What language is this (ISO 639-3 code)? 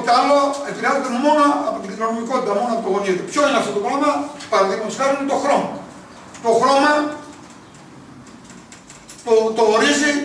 ell